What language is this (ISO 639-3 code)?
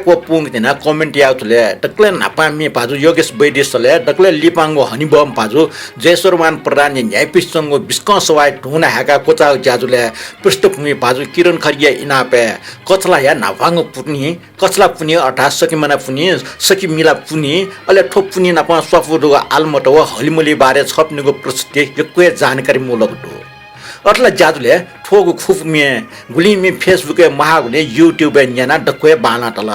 new